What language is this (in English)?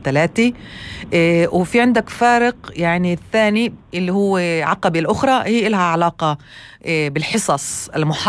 North Levantine Arabic